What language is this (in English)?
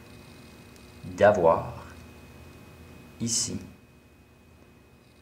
French